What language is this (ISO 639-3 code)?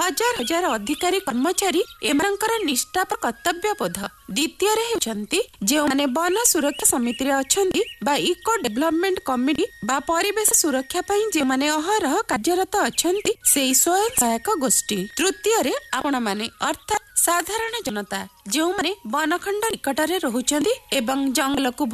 ori